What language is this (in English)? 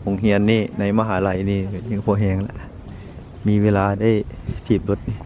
Lao